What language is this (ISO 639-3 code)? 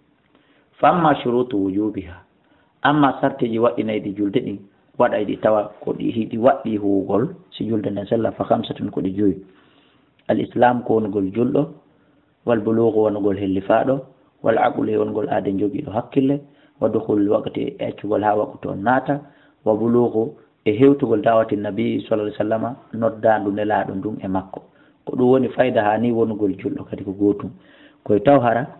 ful